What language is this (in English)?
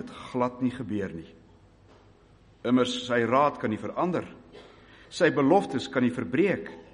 Afrikaans